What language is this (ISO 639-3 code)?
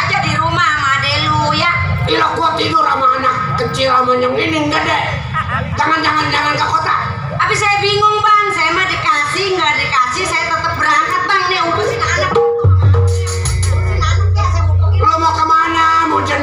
bew